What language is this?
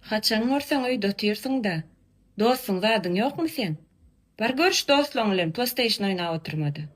Turkmen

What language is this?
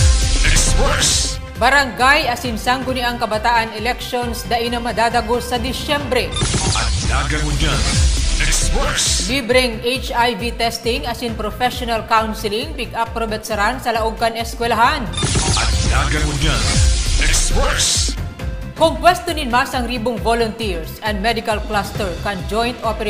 Bikol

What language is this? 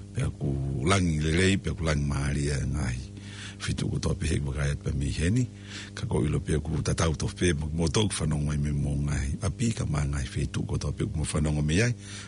Tongan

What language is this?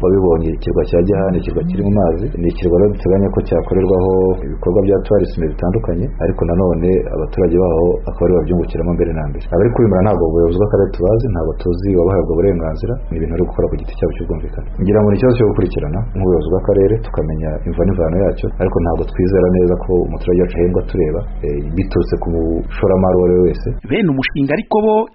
Kinyarwanda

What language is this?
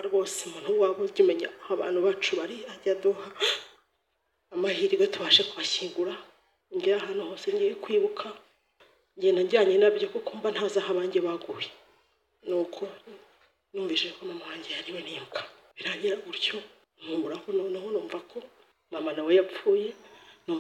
Kinyarwanda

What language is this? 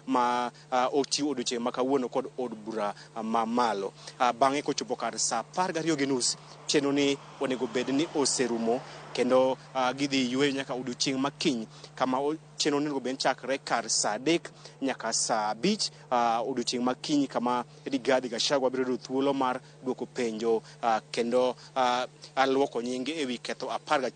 Luo (Kenya and Tanzania)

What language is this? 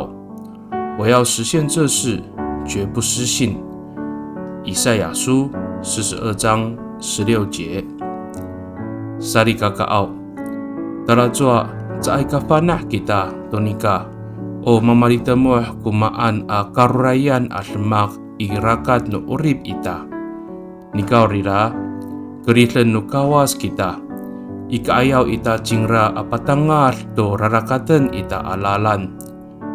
Amis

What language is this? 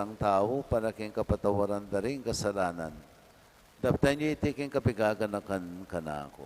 Pampanga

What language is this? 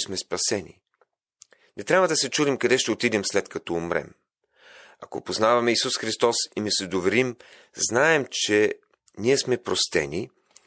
Bulgarian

